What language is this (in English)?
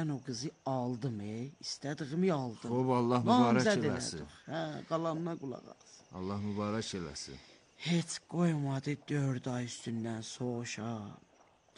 Azerbaijani